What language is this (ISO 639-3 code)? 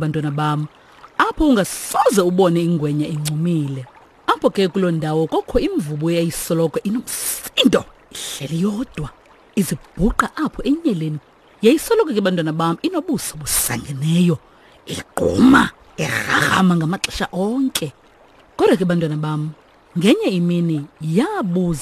xho